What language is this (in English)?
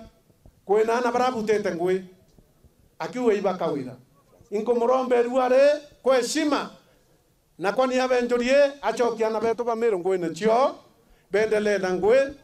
Meru